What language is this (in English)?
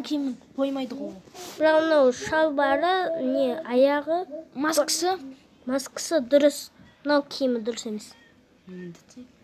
Kazakh